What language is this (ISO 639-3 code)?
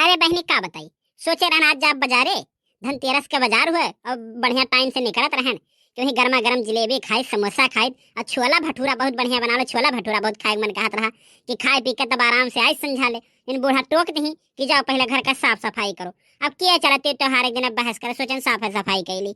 awa